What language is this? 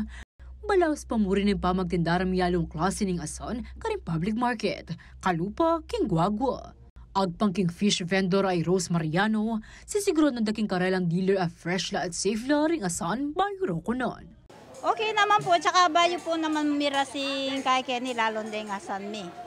Pampanga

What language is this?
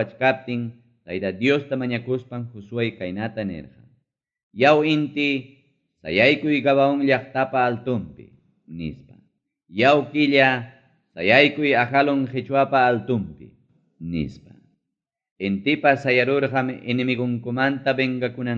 Ayacucho Quechua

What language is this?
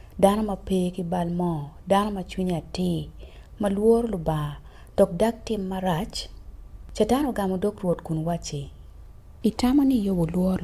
Acoli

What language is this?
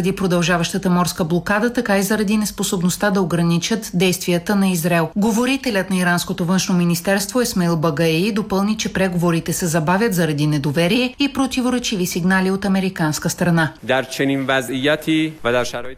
Bulgarian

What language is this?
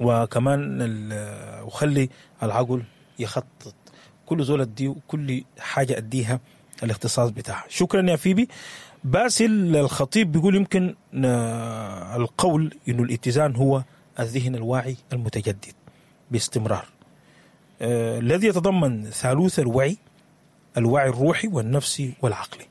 Sudanese Arabic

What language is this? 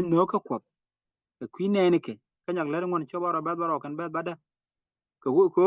Nuer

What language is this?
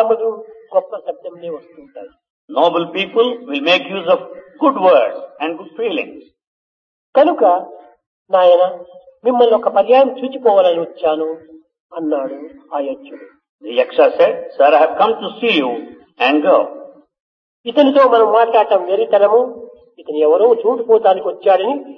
Telugu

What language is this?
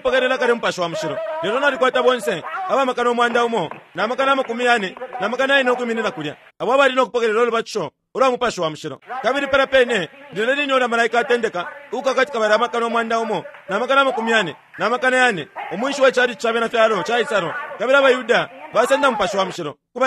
Bemba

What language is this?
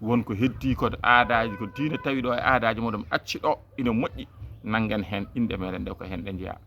Fula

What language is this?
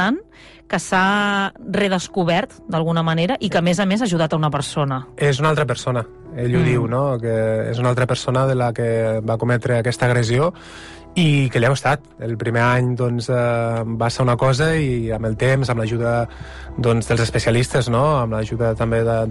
Catalan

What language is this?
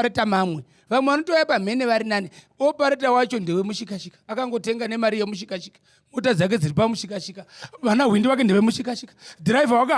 Shona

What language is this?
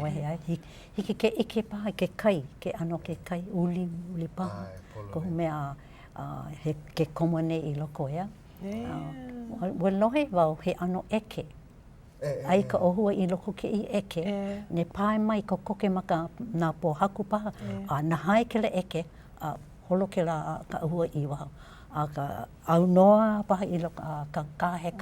Hawaiian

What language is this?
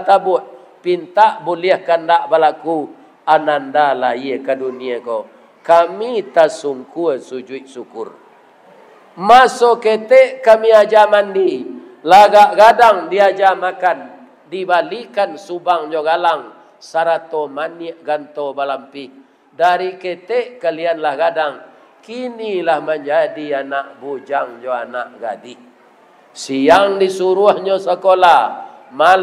Minangkabau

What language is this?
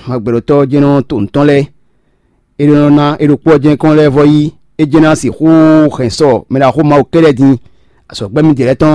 Fon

